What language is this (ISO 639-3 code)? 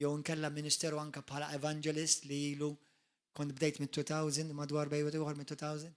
mlt